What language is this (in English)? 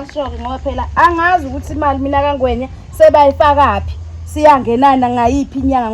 Zulu